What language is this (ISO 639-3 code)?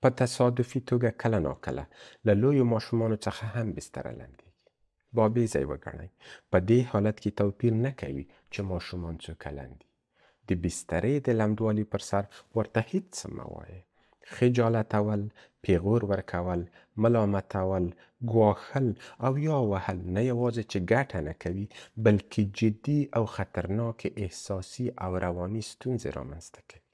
pus